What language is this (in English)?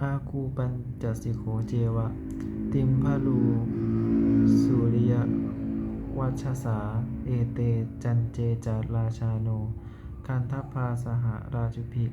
Pali